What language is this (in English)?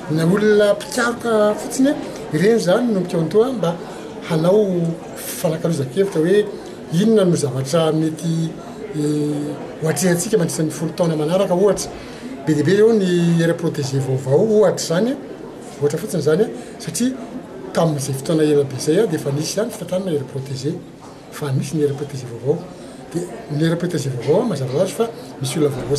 Malagasy